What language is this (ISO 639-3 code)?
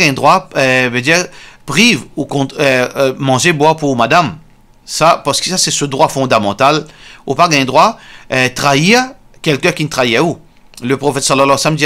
mfe